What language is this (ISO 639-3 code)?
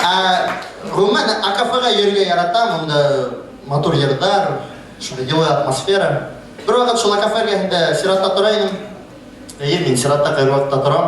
bak